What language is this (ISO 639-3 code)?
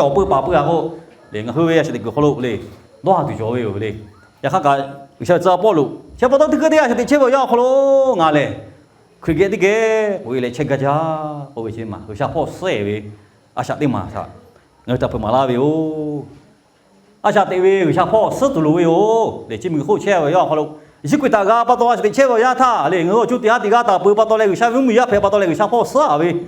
lhu